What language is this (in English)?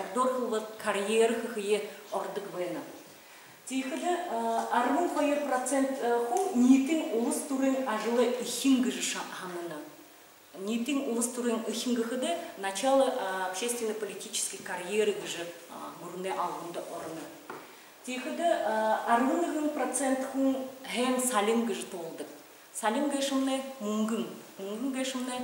Buriat